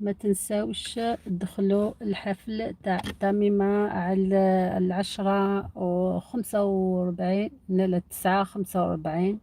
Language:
Algerian Arabic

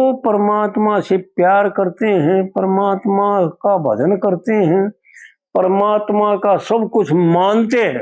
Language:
Haryanvi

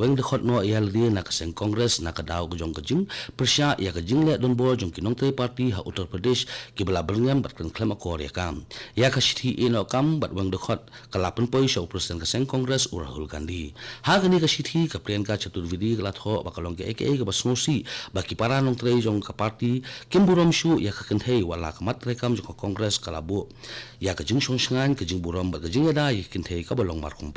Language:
Khasi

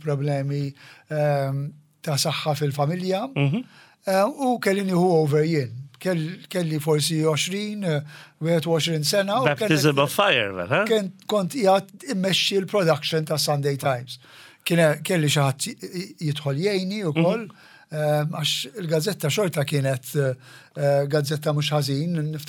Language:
Maltese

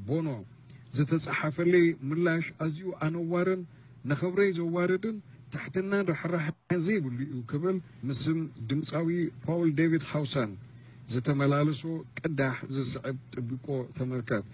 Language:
Tigrinya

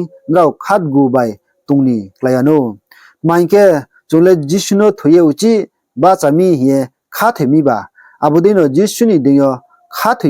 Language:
Riang (India)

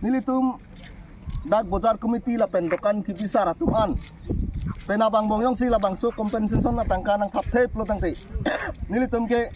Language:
Karbi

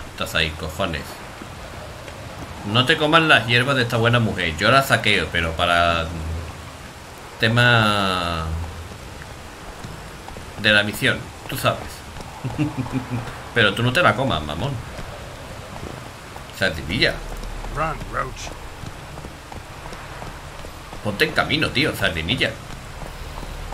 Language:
Spanish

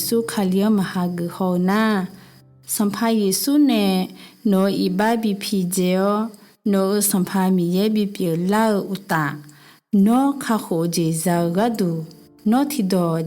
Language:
Akha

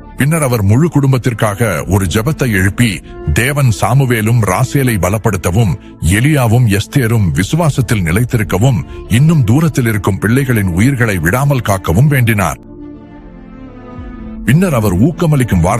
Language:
Tamil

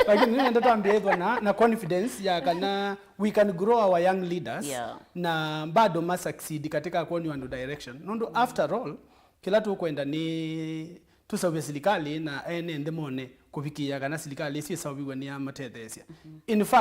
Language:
Kamba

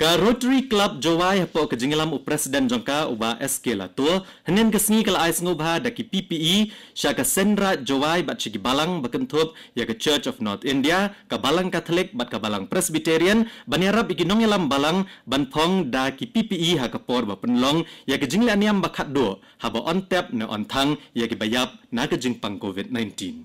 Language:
Khasi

